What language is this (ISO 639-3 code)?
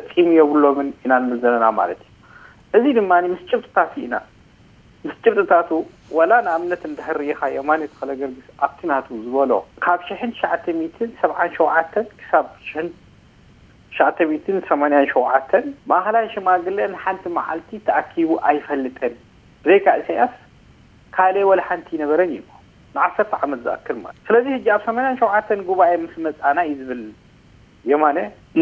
tir